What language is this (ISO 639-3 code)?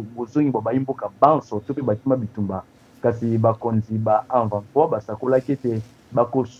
lin